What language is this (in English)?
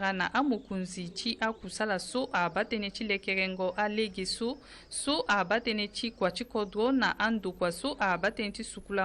Sango